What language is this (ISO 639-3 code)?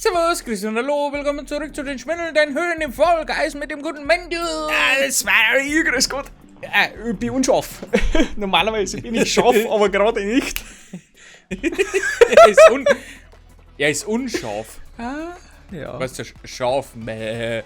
bar